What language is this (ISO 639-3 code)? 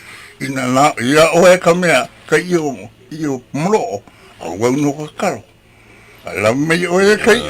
haw